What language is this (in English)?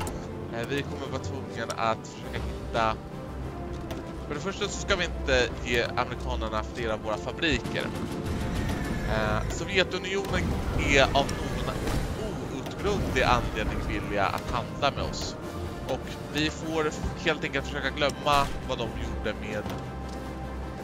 Swedish